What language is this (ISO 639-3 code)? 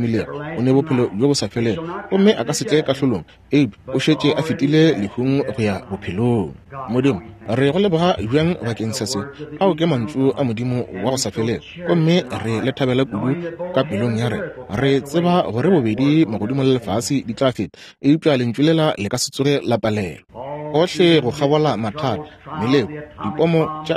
nso